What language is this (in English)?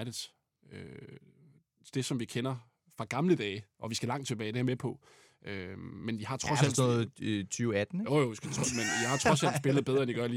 Danish